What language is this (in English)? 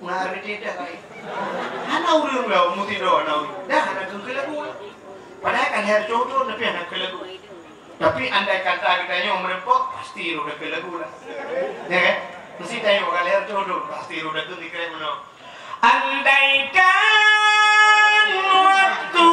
Achinese